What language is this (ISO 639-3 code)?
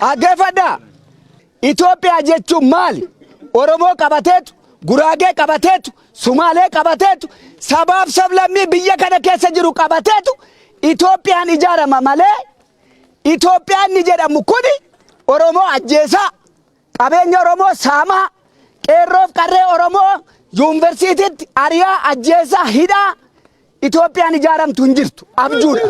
orm